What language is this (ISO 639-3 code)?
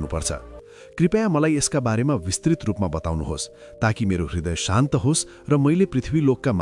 nep